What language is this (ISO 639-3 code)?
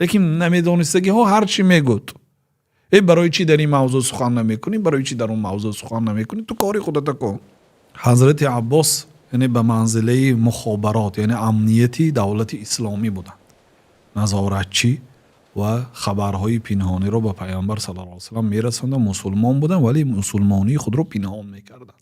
tgk